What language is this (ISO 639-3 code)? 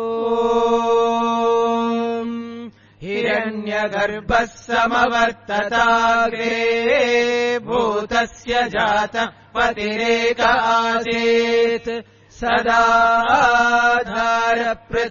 san